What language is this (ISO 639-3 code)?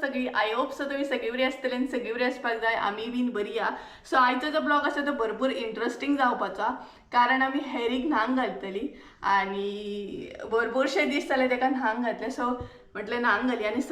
kok